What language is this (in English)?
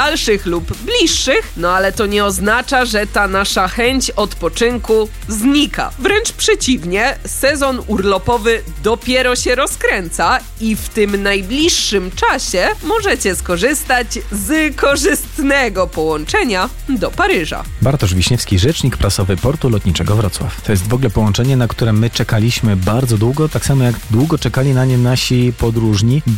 Polish